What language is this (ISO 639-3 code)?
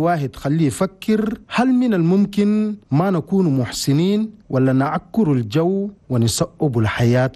shu